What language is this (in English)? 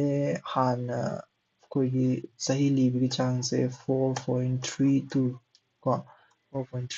Manipuri